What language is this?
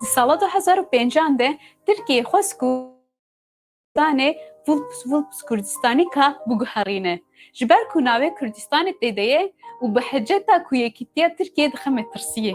Kurdish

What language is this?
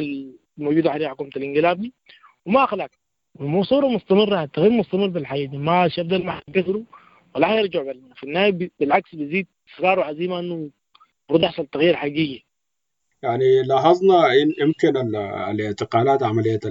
Sudanese Arabic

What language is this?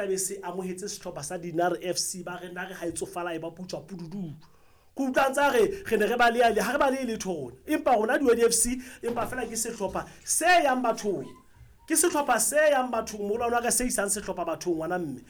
Southern Sotho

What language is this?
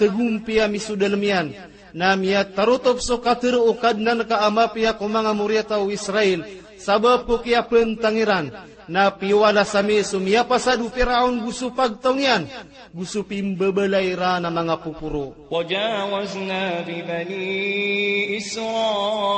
Maranao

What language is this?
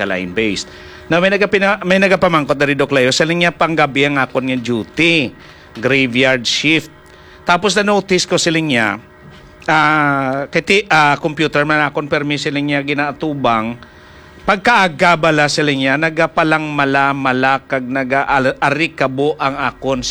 Hiligaynon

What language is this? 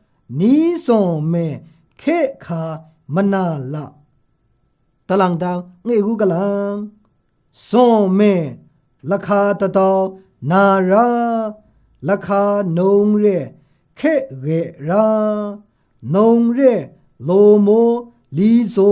Maru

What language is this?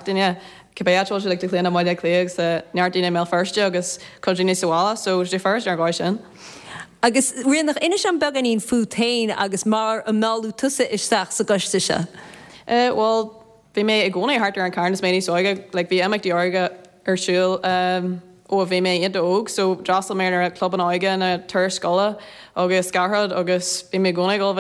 Irish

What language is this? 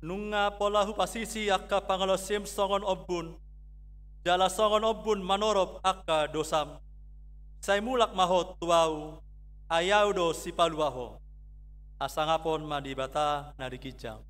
Batak Toba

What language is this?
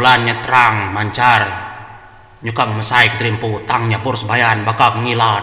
Iban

